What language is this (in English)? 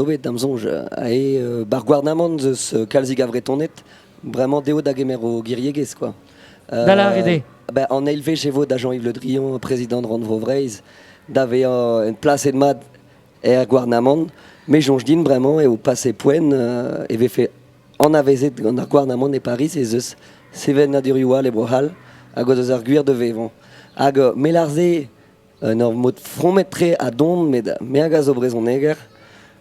Breton